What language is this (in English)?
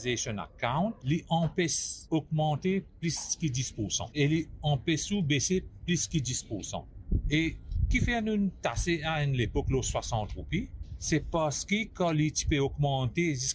Morisyen